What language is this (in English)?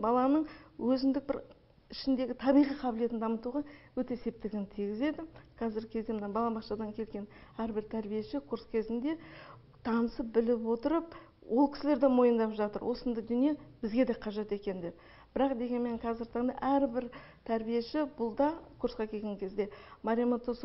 Kazakh